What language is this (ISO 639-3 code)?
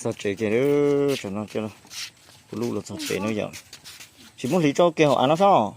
hmn